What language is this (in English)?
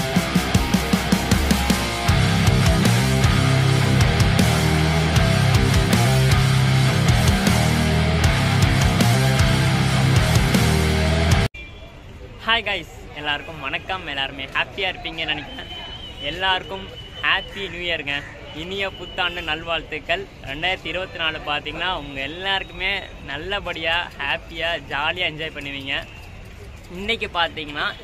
Tamil